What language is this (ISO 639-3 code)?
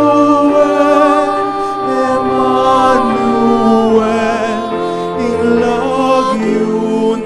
pam